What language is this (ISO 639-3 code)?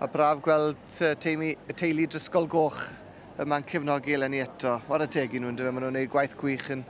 cym